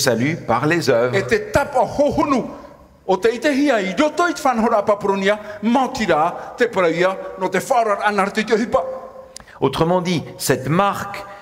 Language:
Tahitian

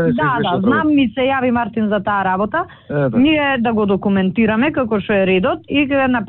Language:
Macedonian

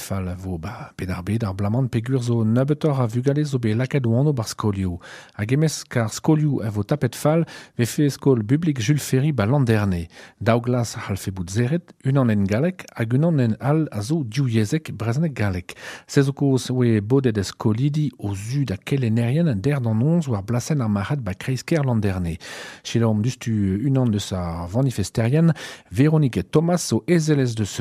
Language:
Breton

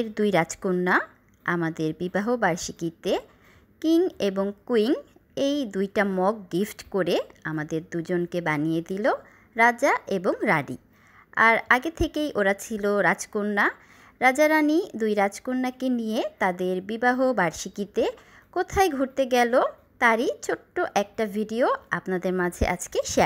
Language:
Bangla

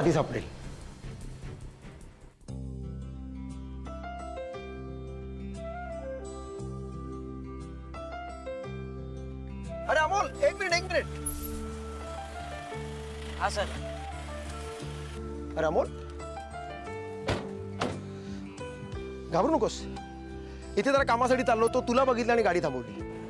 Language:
Marathi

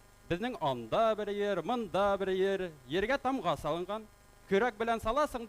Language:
Bashkir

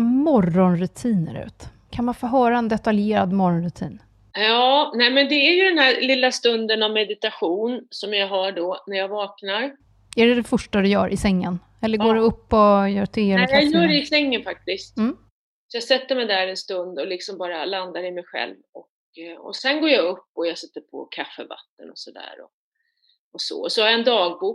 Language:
Swedish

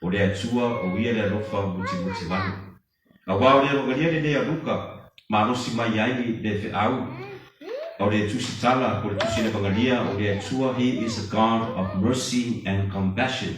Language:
Samoan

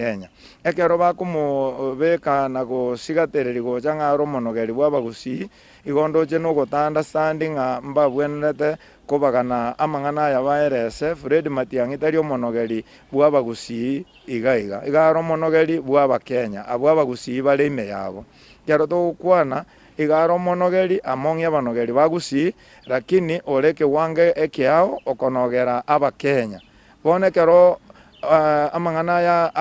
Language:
Gusii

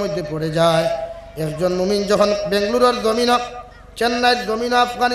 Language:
Sylheti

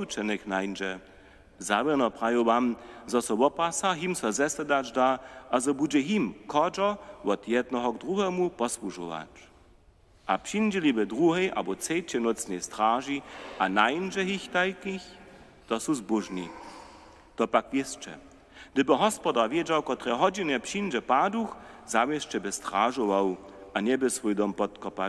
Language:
Upper Sorbian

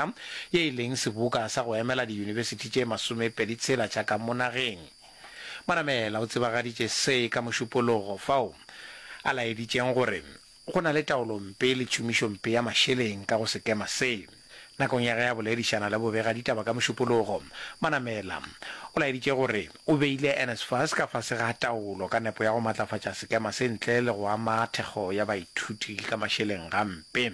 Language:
Northern Sotho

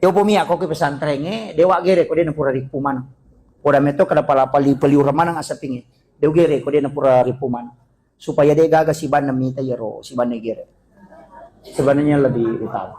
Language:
Buginese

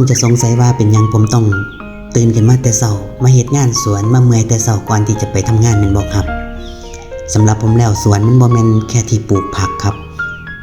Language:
Northeastern Thai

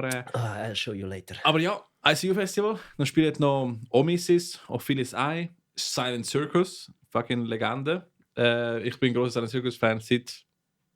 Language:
Swiss German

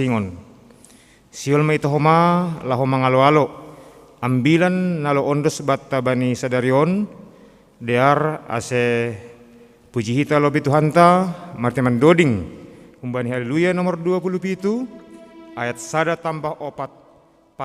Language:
Batak Simalungun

